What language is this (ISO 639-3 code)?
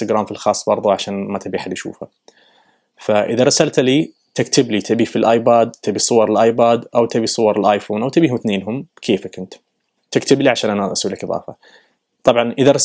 ars